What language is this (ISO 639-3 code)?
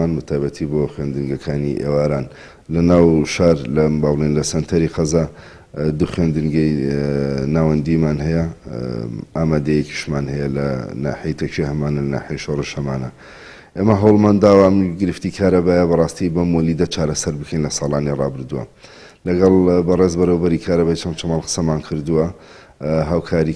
ckb